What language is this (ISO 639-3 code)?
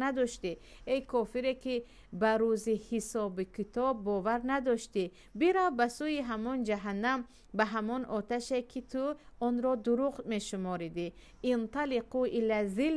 tgk